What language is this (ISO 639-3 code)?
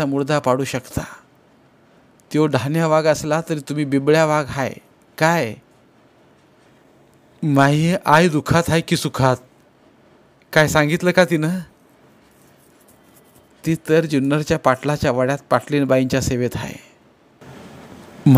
mar